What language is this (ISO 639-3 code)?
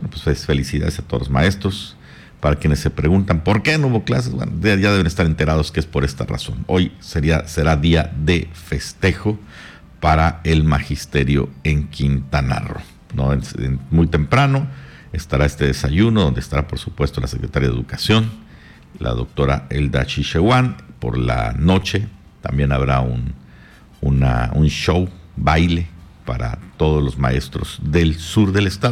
spa